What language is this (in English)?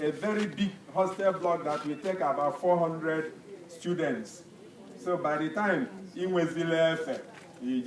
Igbo